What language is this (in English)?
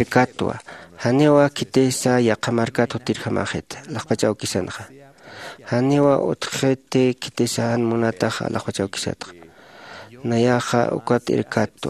Aymara